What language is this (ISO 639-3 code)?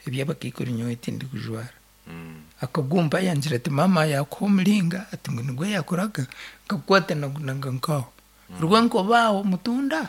nyn